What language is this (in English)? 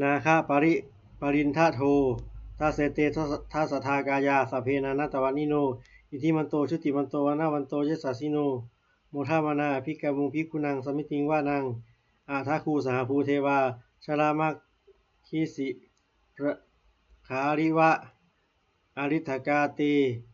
Pali